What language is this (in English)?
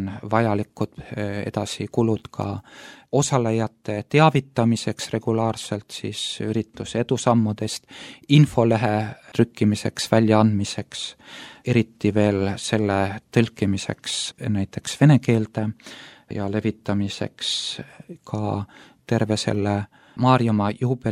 Estonian